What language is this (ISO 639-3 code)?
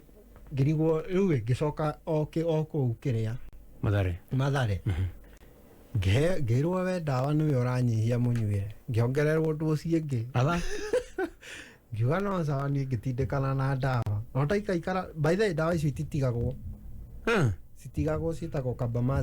kik